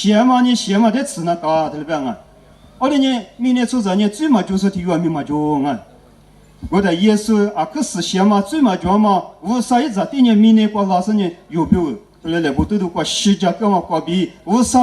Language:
Lisu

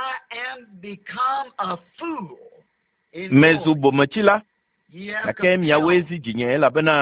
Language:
Ewe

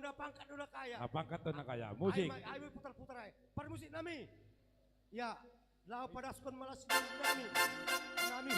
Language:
Batak Simalungun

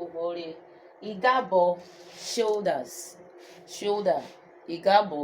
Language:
Urhobo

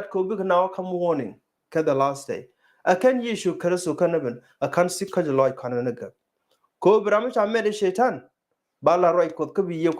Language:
Nuer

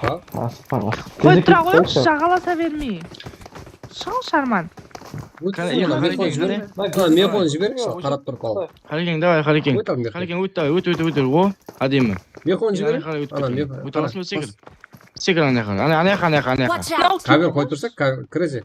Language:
Kara-Kalpak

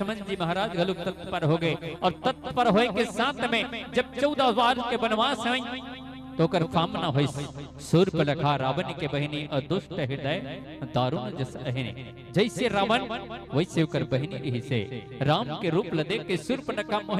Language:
Chhattisgarhi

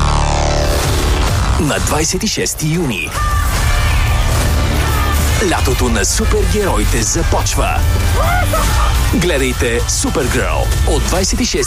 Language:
Bulgarian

